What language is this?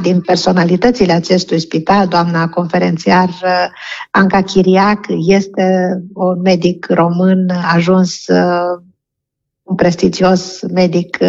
Romanian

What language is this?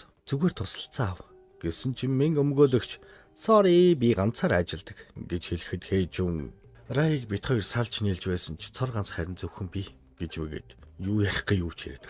Mongolian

